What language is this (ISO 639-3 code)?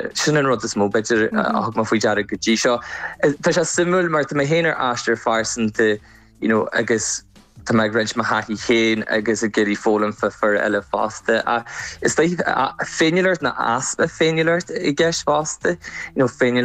gle